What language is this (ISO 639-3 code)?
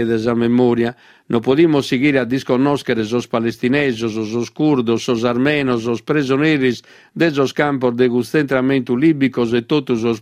srd